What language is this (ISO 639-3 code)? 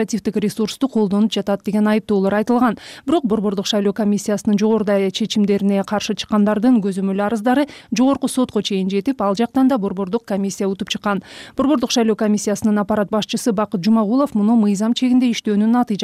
kir